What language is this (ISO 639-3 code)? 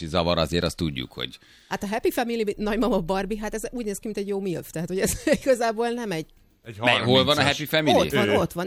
hun